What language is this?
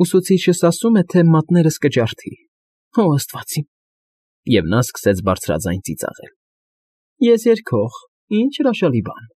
Armenian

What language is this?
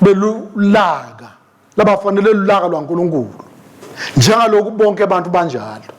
Swati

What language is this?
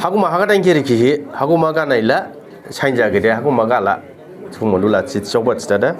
Dimasa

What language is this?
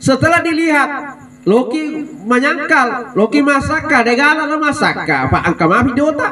Buginese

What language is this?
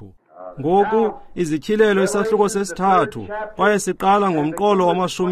Xhosa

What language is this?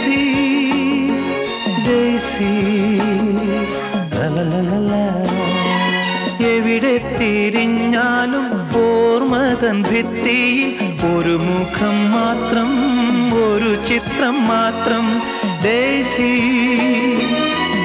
Malayalam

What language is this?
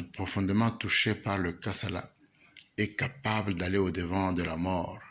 Luba-Lulua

